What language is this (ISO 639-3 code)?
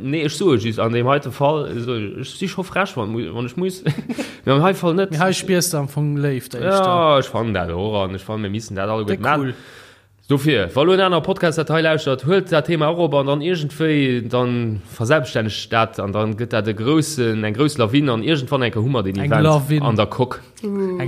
ltz